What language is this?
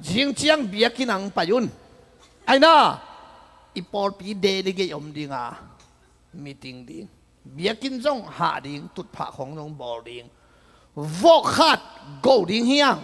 Tedim Chin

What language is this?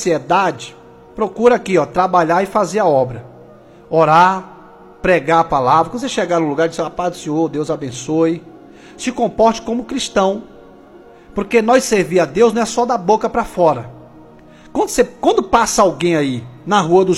Portuguese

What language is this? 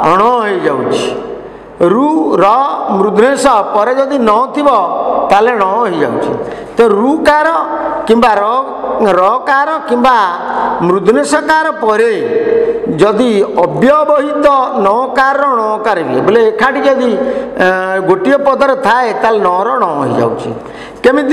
Odia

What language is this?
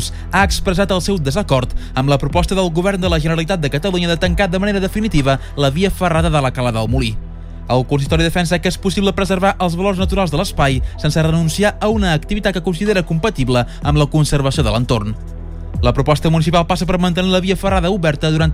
Catalan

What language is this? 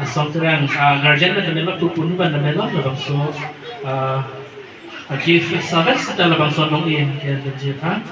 Karbi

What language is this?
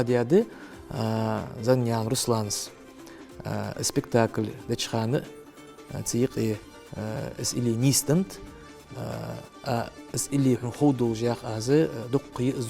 Ingush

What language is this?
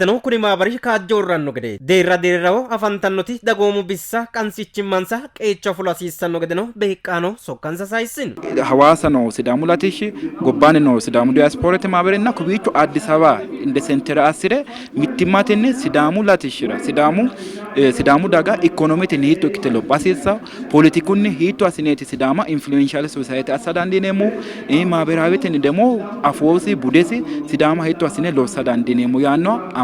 Sidamo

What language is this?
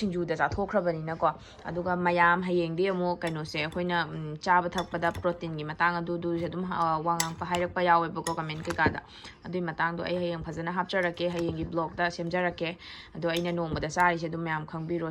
Manipuri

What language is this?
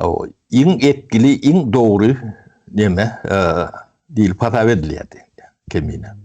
Turkmen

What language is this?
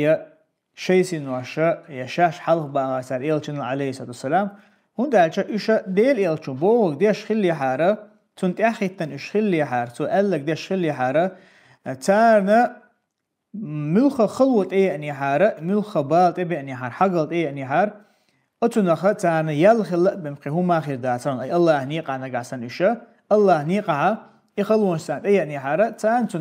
Chechen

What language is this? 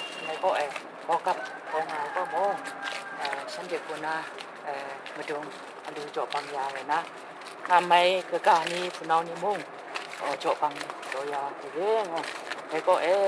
Kachin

